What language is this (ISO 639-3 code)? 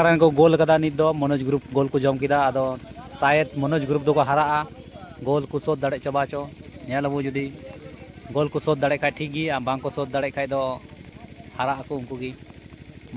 sat